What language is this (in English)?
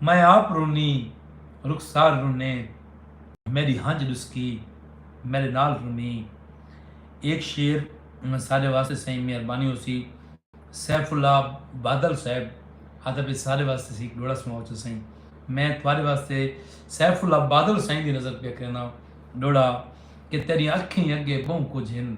Saraiki